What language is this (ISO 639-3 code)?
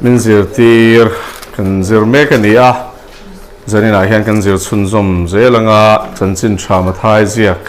lus